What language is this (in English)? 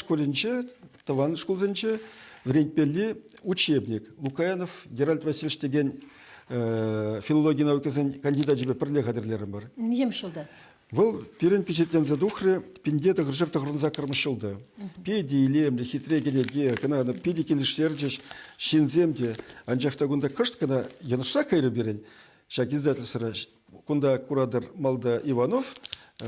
Chuvash